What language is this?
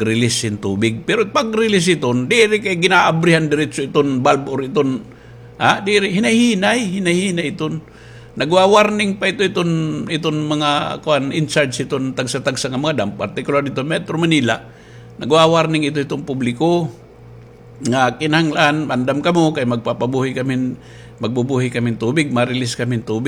Waray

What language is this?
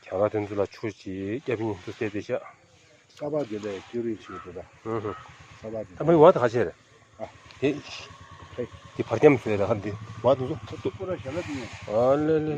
Tibetan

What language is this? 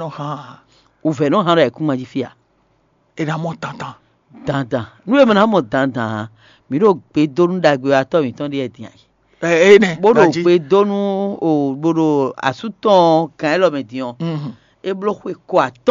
Fon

